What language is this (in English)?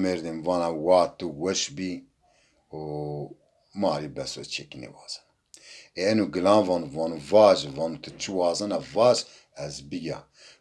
Zaza